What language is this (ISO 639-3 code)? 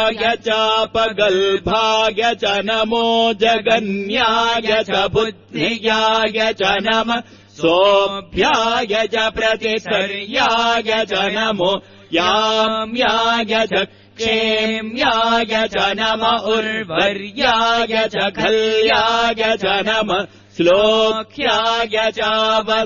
san